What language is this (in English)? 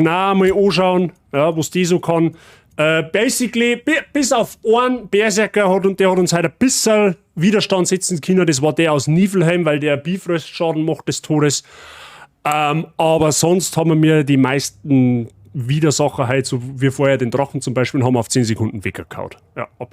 Bavarian